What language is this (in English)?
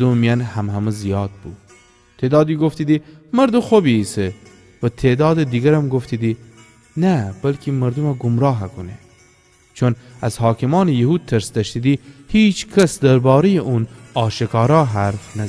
Gilaki